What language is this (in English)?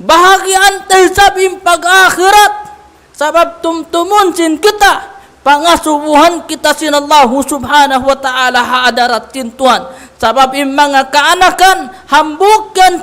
Tausug